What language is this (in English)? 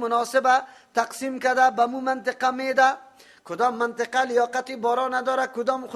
Persian